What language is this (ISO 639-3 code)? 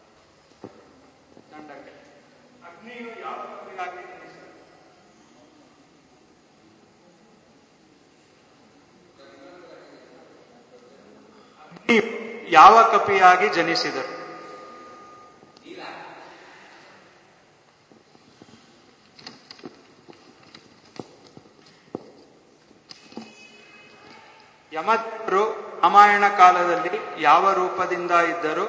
kan